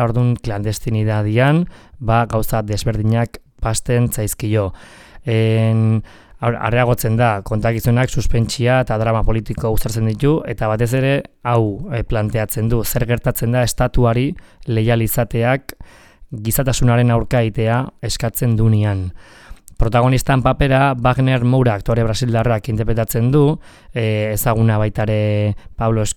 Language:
Basque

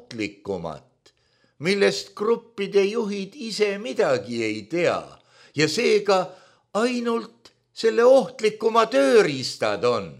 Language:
Estonian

